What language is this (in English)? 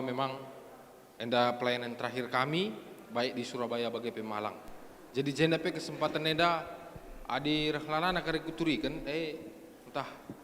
Batak Karo